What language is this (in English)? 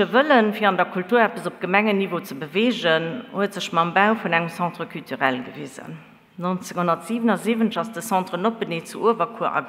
Luxembourgish